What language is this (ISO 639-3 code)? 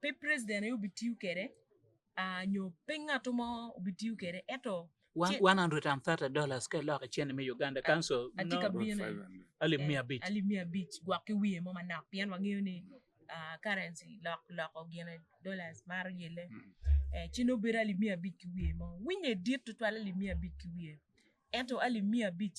ach